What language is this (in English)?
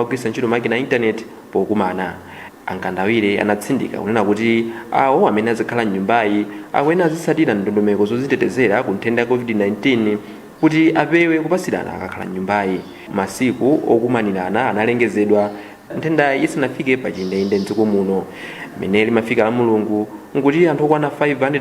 Nyanja